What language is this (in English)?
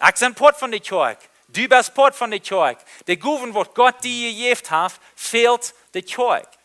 Plautdietsch